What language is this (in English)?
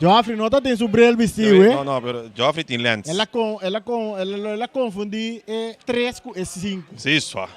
Papiamento